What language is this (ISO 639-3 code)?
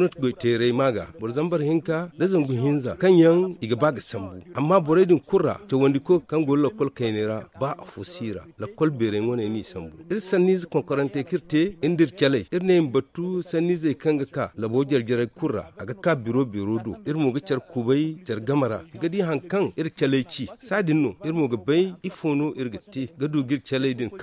dje